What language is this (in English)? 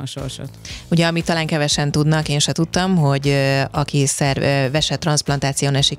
Hungarian